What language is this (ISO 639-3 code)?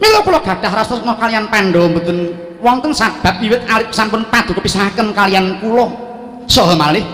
jav